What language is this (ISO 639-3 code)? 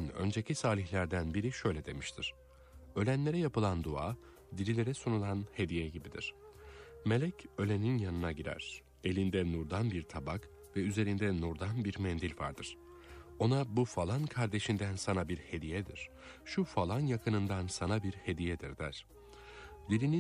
tur